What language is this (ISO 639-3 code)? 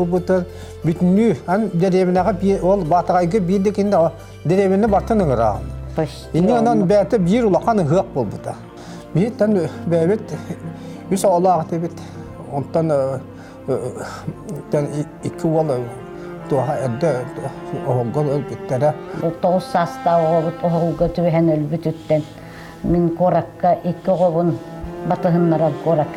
sah